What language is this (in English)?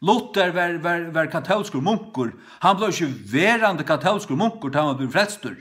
Faroese